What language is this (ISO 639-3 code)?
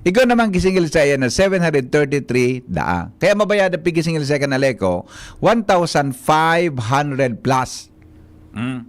bik